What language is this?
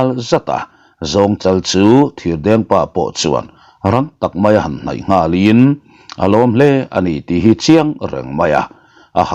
Mizo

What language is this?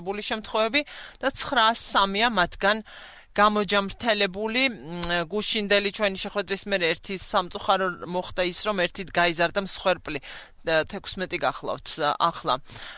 Georgian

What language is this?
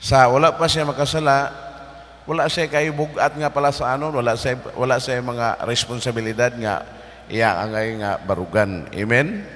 Cebuano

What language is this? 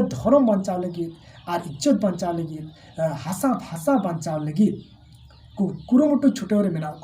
Santali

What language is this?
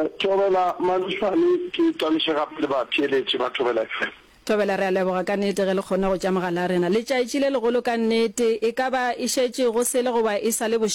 Northern Sotho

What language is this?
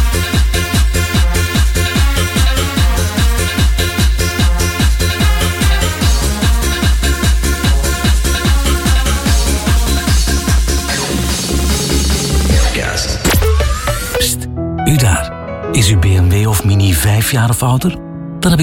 Dutch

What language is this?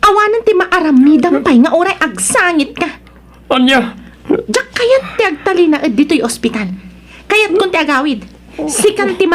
Iloko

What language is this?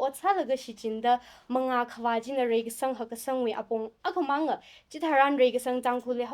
Tangkhul Naga (India)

